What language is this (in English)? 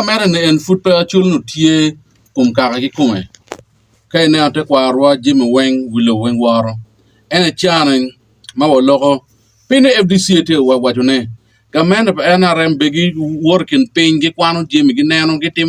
Acoli